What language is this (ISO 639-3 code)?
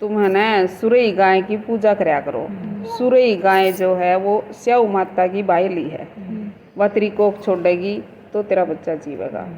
bgc